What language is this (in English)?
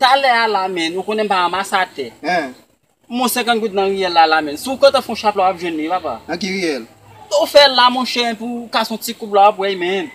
Haitian Creole